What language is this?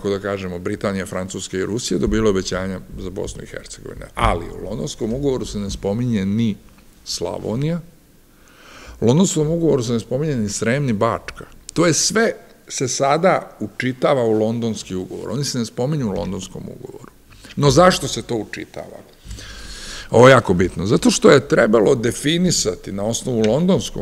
Serbian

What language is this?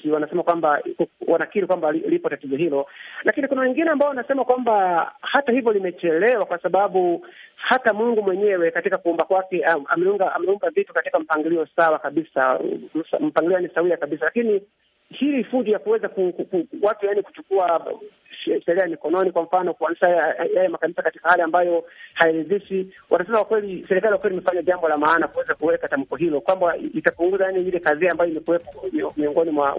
Swahili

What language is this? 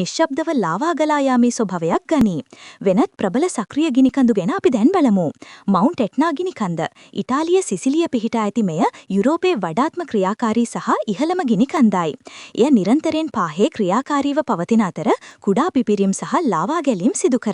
Sinhala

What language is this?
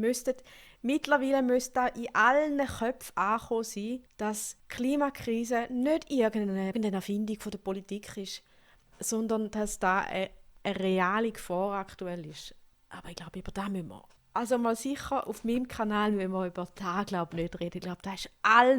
Swiss German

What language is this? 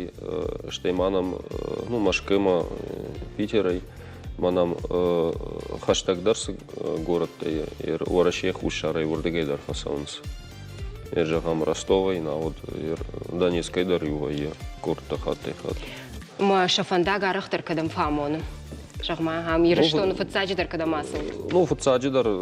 Ossetic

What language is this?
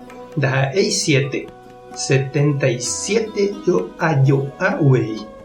Guarani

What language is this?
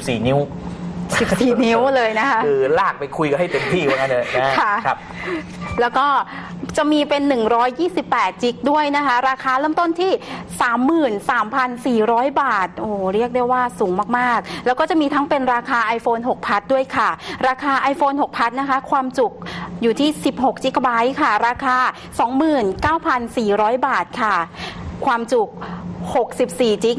Thai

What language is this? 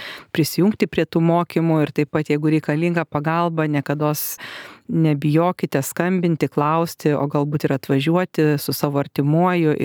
Lithuanian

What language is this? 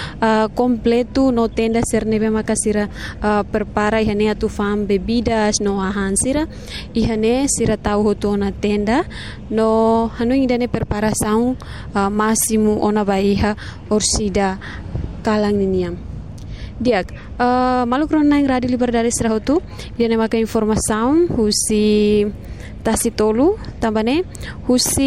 Tetum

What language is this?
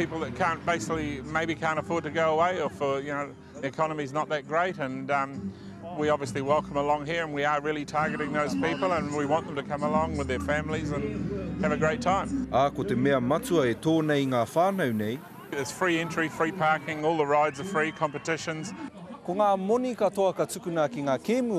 Māori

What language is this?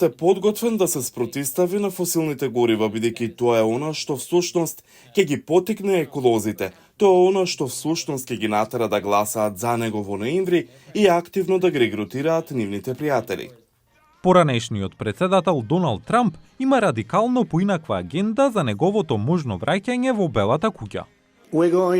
Macedonian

